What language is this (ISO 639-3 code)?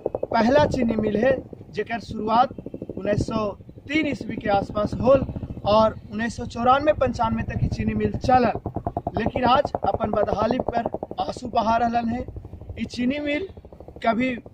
mag